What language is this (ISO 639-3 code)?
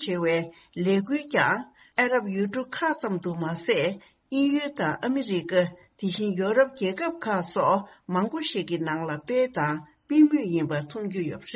bod